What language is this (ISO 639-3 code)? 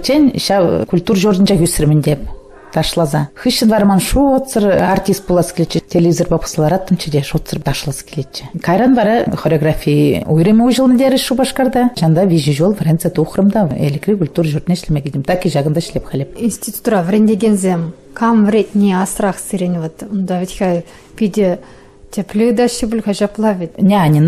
chv